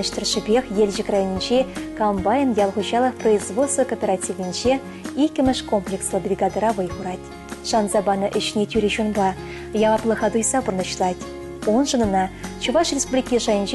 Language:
Chuvash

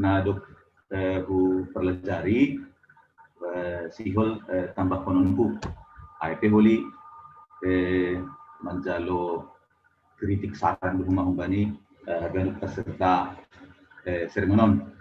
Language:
Batak Simalungun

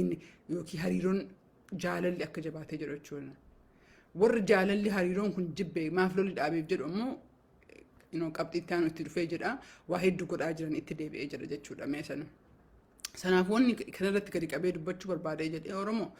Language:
Oromo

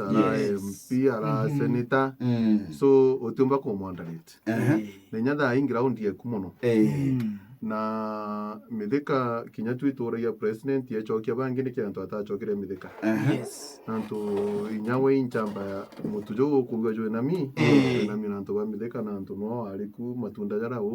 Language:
Meru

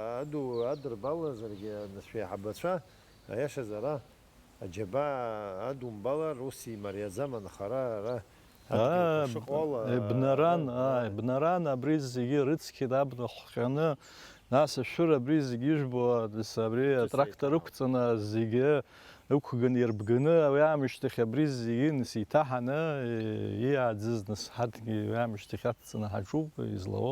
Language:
Abkhazian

